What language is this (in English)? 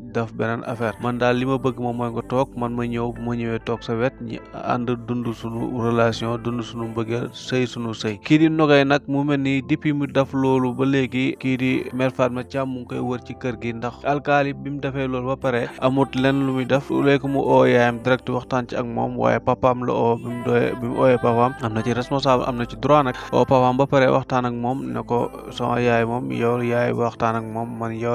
Wolof